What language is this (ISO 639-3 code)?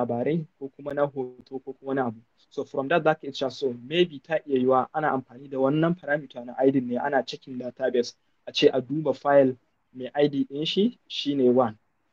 hau